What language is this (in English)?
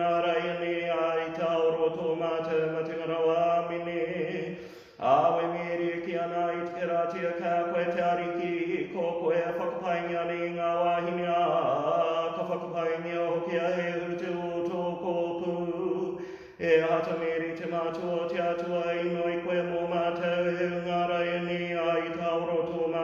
Māori